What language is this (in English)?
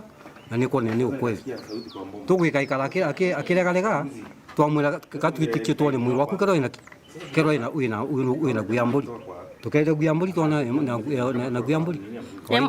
Meru